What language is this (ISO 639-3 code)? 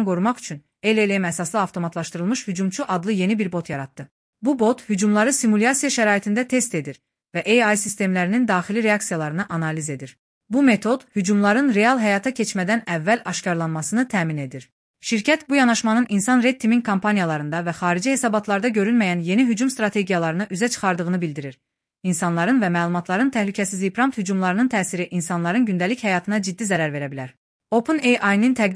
aze